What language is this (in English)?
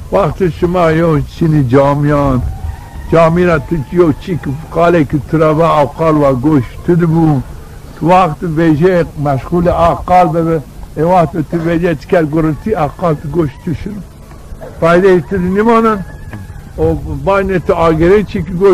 Zaza